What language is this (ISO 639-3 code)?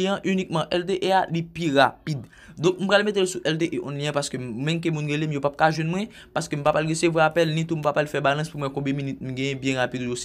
hat